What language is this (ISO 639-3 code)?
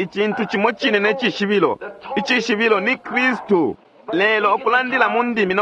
bem